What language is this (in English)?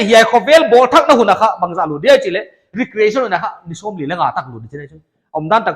Paite Chin